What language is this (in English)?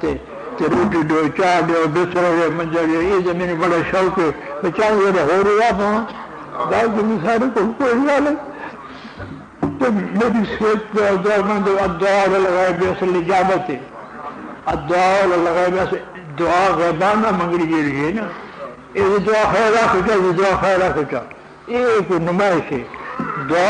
Urdu